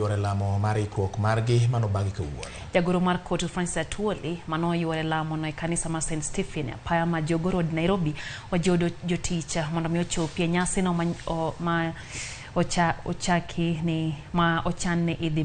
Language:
Luo (Kenya and Tanzania)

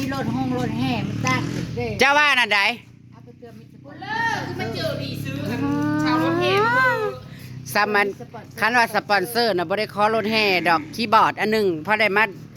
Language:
Northeastern Thai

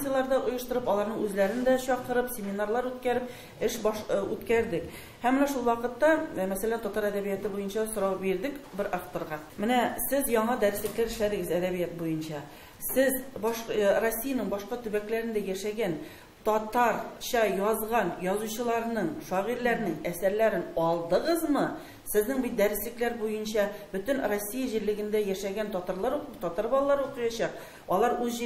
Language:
Tatar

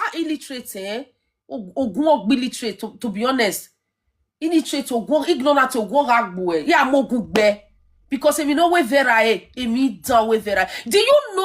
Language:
Nigerian Pidgin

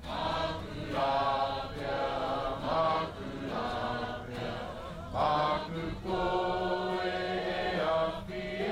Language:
Māori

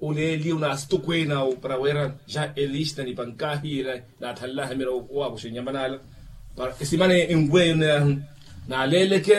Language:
Makhuwa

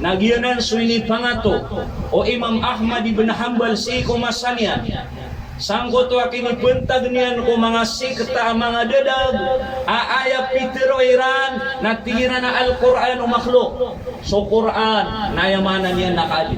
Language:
Maranao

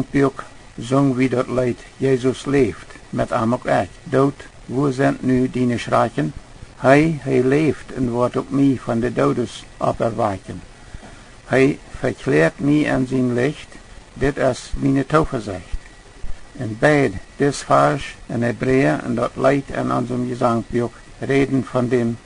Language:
Plautdietsch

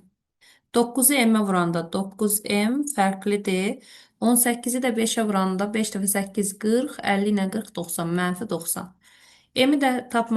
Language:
Azerbaijani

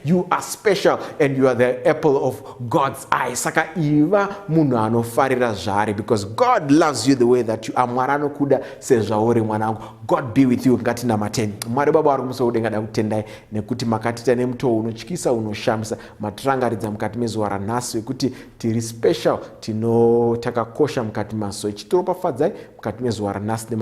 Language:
Shona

